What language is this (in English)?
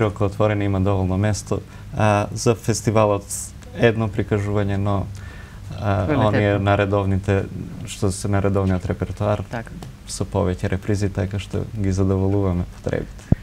Macedonian